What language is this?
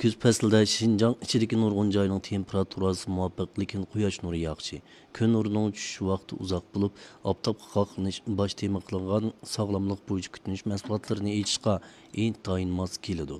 Uyghur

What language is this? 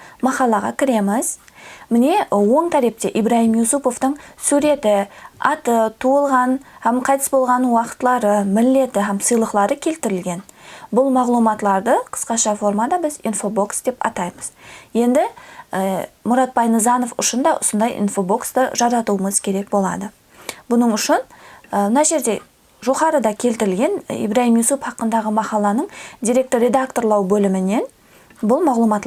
Kara-Kalpak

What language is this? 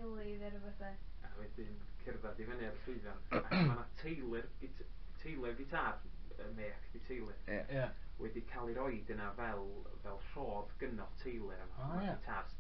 Welsh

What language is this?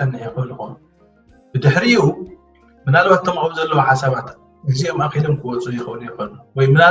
Tigrinya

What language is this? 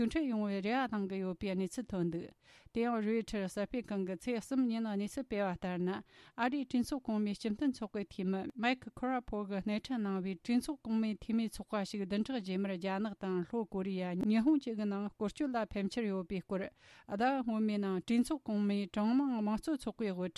Tibetan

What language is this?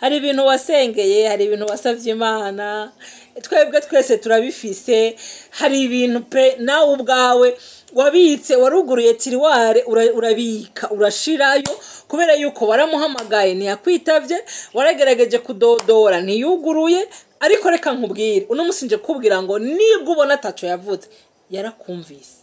Rundi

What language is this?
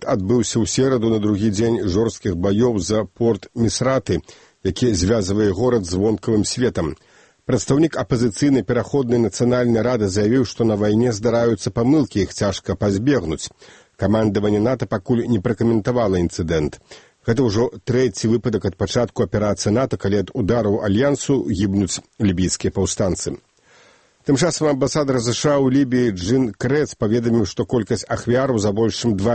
Belarusian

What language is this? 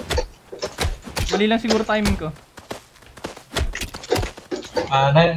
Filipino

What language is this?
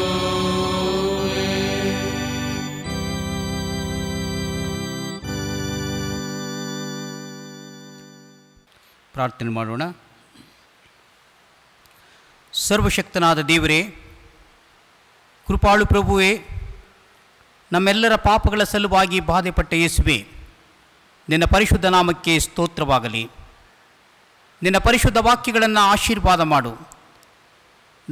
Kannada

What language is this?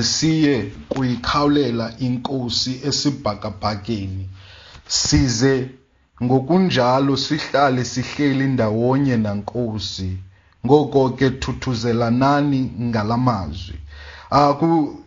Xhosa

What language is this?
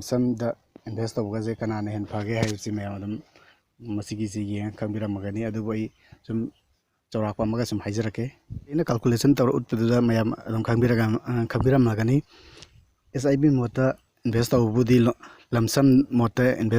Manipuri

